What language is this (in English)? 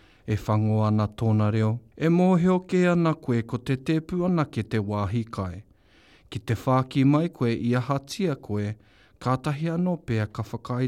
Māori